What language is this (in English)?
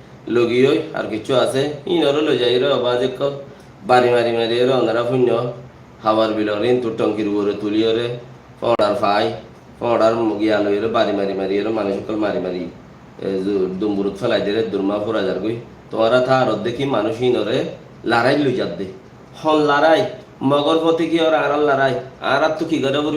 Rohingya